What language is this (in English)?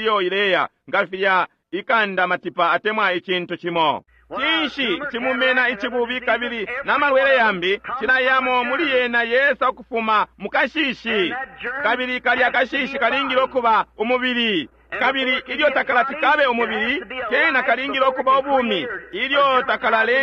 Bemba